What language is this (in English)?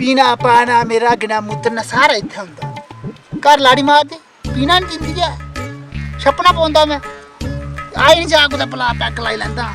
Dogri